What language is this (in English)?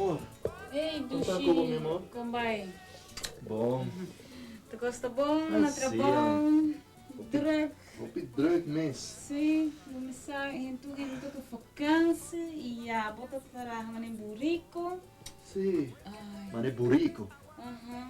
Papiamento